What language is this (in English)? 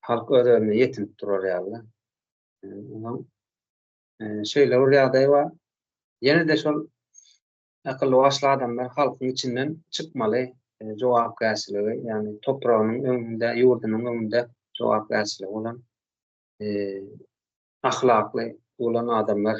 Turkmen